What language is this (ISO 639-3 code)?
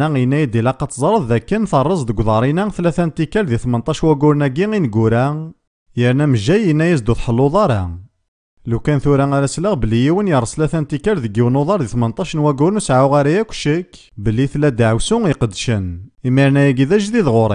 kab